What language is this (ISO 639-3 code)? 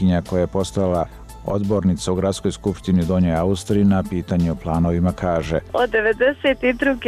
srp